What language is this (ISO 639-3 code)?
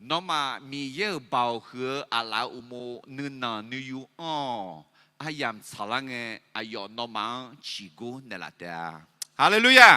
ahk